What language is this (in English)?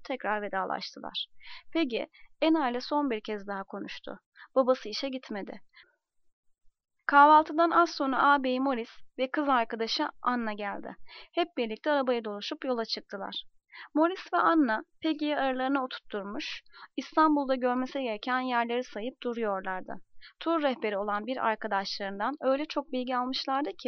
Turkish